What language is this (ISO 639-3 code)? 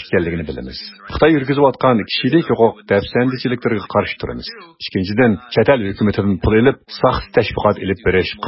uig